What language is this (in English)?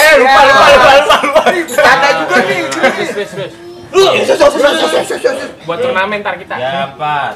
Betawi